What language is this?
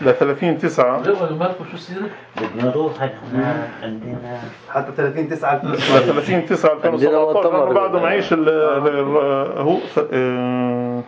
North Levantine Arabic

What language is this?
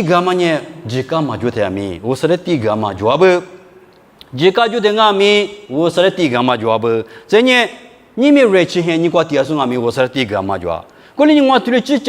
Lisu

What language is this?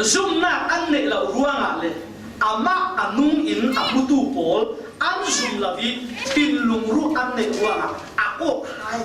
Falam Chin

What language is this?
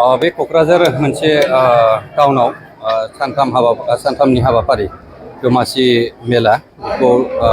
Bodo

